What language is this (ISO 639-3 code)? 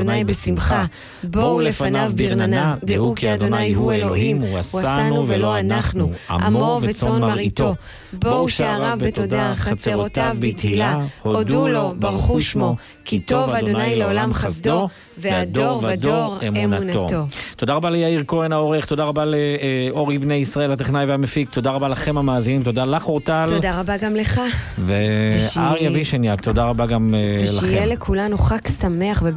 heb